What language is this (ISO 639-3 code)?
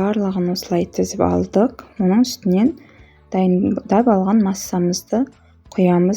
kaz